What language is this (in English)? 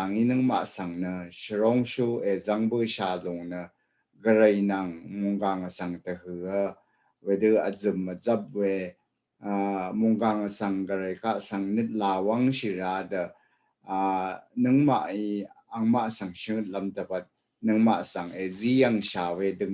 Rawang